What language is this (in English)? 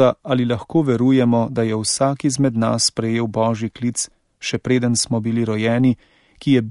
Slovenian